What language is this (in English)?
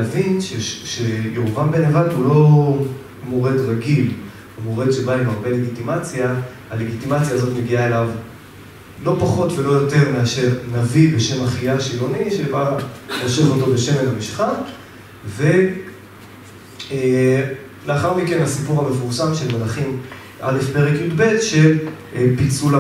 Hebrew